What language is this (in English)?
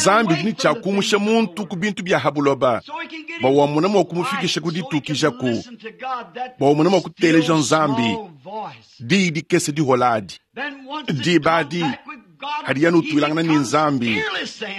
Luba-Lulua